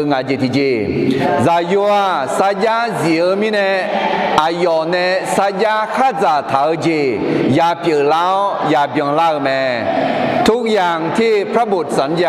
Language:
Akha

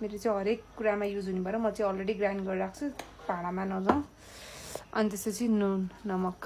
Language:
Nepali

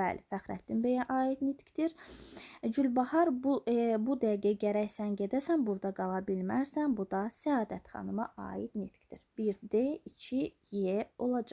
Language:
Azerbaijani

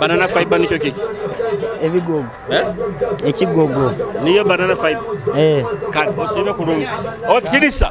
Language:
Nyoro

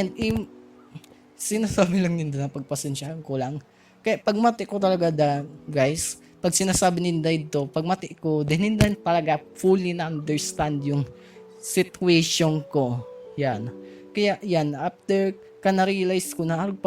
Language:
Bikol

